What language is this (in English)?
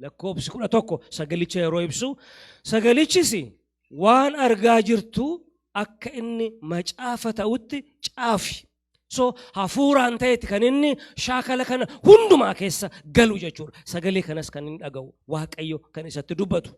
Oromo